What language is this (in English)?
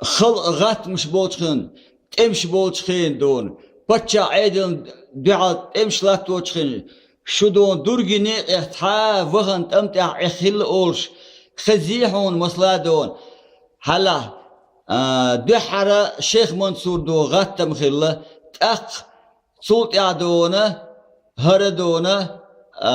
Chechen